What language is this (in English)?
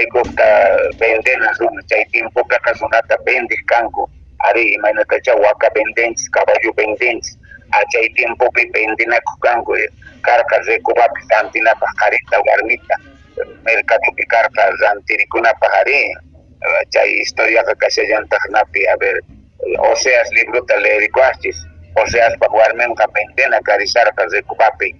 Quechua